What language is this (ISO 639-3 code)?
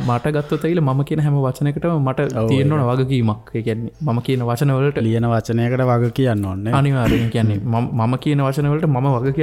sin